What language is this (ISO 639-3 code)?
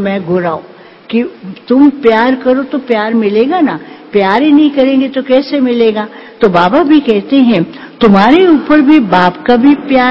hin